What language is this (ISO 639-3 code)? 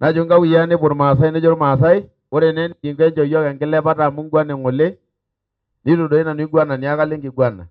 mas